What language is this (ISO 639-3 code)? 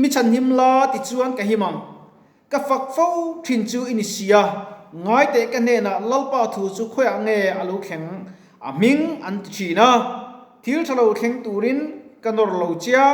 lus